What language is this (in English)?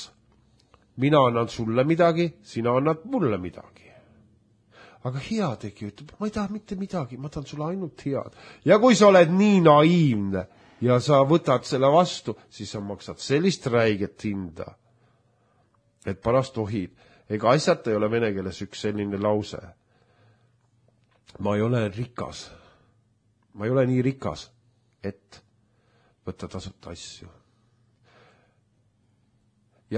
Estonian